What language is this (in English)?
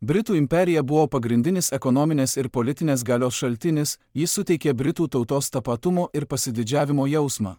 Lithuanian